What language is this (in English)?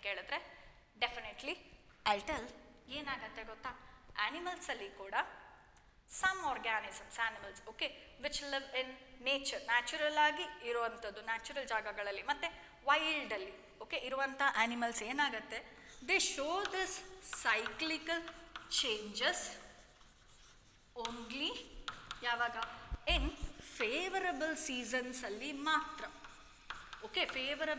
Kannada